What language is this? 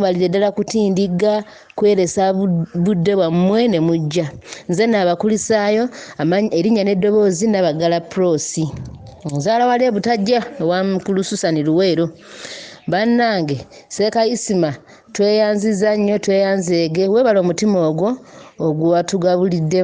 Ganda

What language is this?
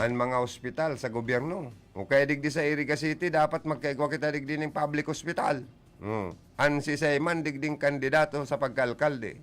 Bikol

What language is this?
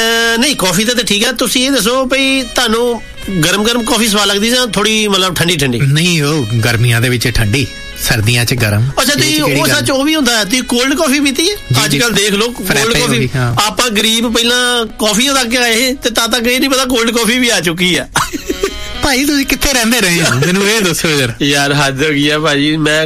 Punjabi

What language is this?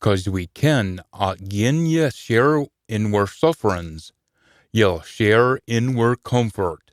Scots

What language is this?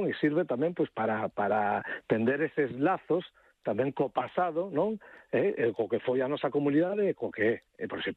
Galician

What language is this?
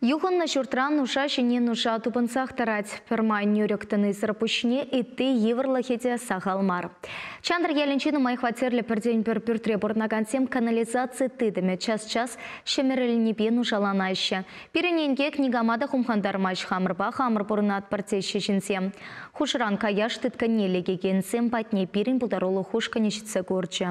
Chuvash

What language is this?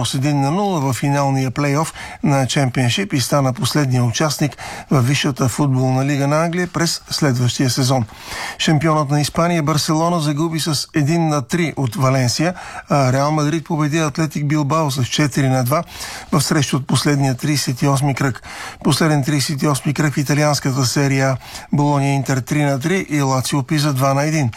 Bulgarian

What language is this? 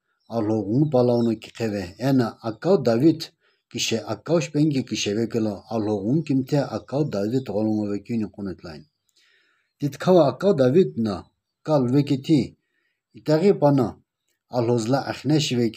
Sumi Naga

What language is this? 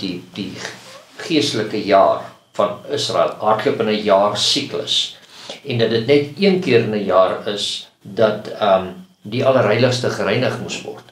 Afrikaans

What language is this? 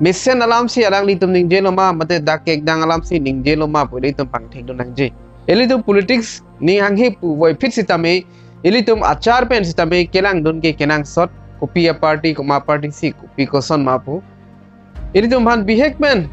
Karbi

